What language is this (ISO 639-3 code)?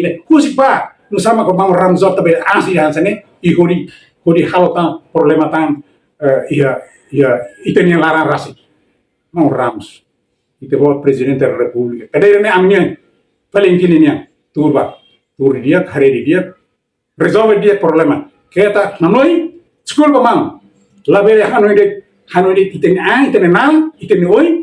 tet